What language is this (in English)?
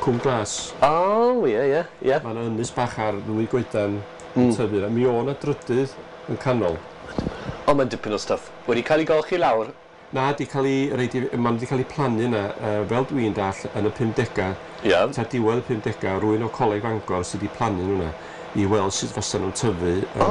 Welsh